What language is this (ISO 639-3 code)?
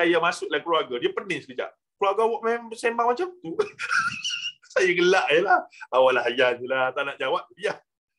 msa